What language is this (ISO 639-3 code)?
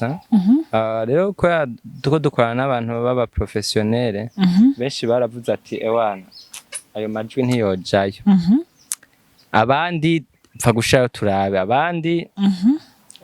run